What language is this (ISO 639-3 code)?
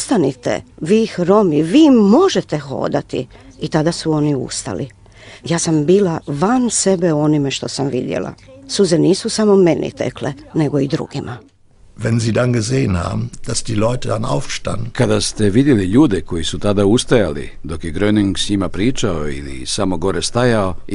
hrv